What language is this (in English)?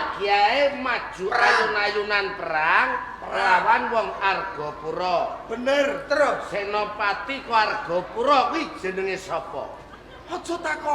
Javanese